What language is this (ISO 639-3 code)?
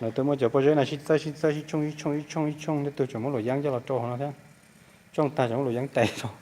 hmn